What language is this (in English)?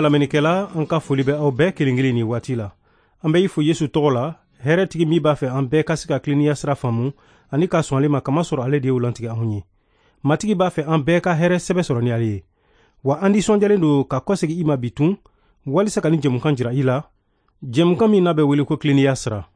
Bambara